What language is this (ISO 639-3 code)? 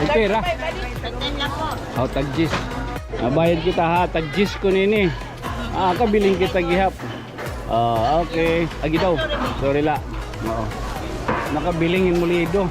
war